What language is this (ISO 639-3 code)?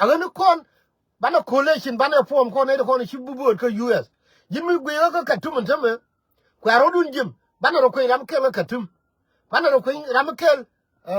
nus